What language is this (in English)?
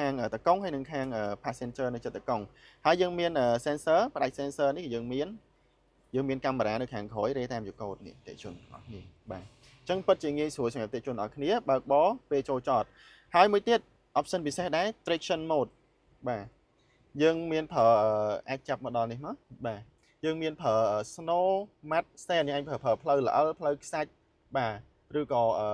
Khmer